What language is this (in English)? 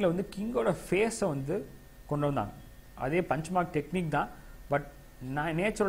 Tamil